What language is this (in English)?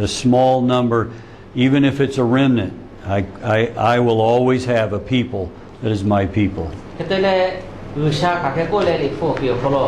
Lahu